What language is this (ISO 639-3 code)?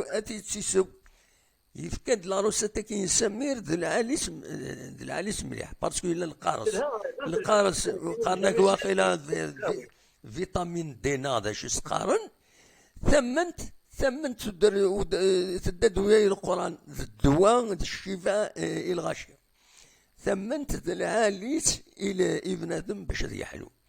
kab